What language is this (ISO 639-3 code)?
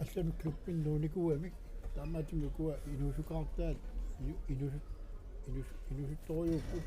kal